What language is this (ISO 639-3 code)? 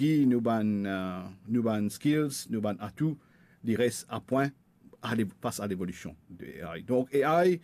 mfe